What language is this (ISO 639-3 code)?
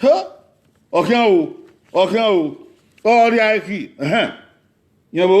bin